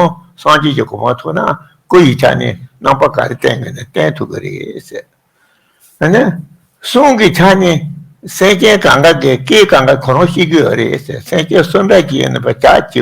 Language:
Tibetan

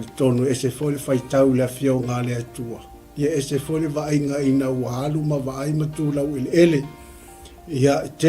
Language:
Samoan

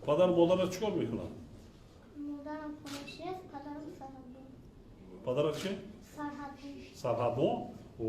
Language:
Tajik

